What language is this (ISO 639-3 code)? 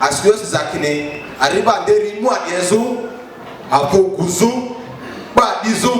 lgg